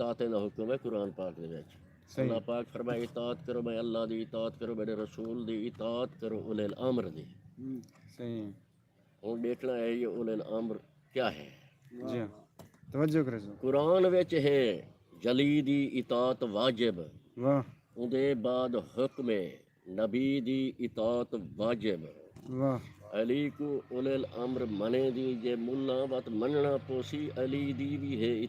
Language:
Saraiki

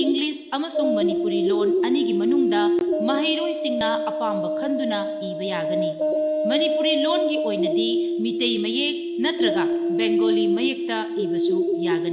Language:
Manipuri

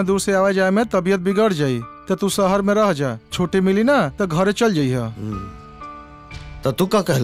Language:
Bhojpuri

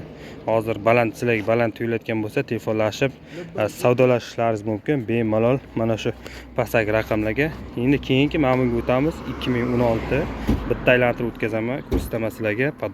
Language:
Uzbek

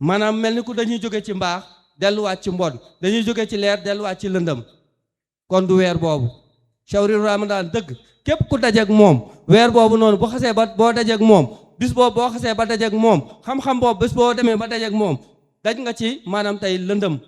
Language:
Wolof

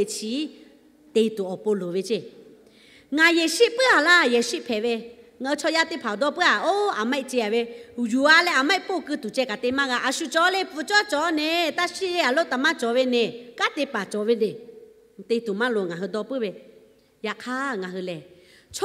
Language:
Lahu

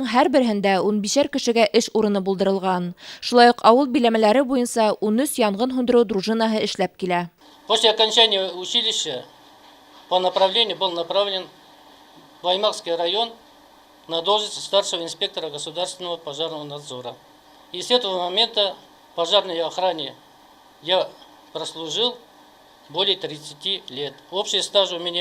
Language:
Bashkir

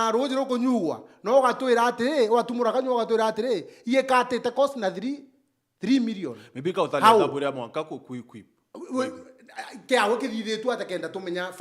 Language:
Meru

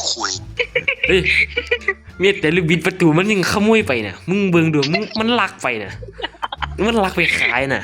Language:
Northeastern Thai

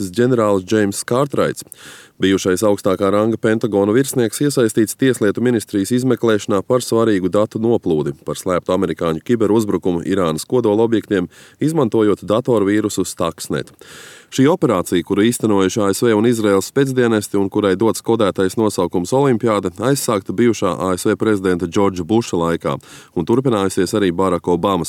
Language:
Latvian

